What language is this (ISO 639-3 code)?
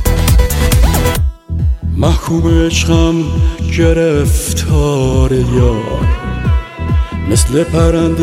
fas